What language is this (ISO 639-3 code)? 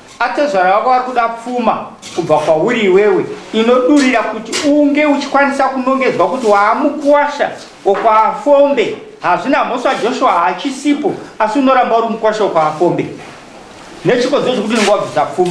sna